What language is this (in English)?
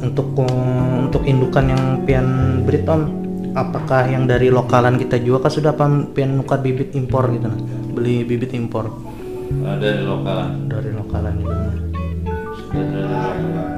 Banjar